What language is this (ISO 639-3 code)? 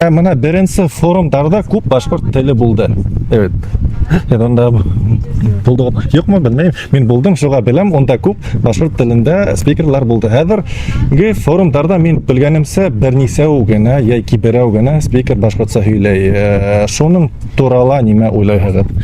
bak